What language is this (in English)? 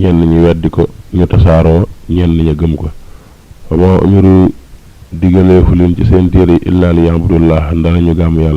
Wolof